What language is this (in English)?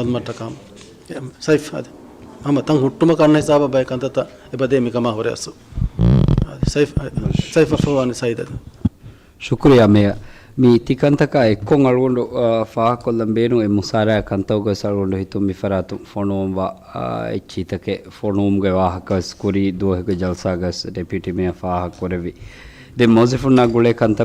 Divehi